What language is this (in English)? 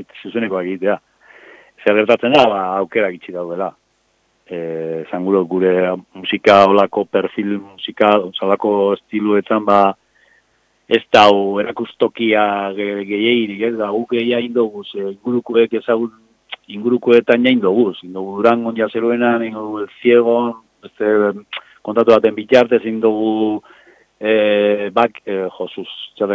Basque